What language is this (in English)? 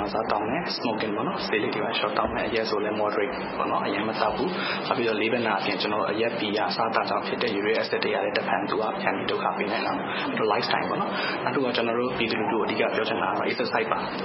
Burmese